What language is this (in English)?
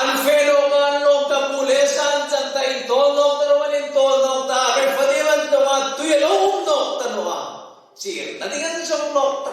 Hmar